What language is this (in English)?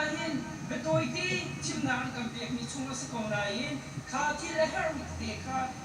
Hakha Chin